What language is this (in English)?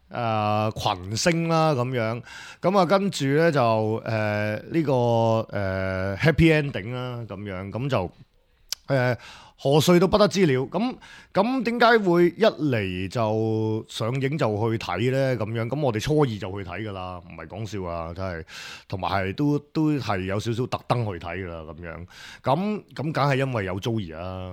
Cantonese